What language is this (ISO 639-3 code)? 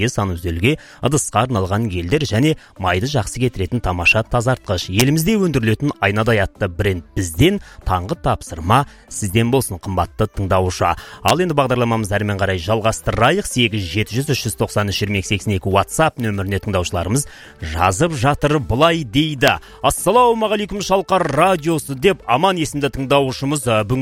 kaz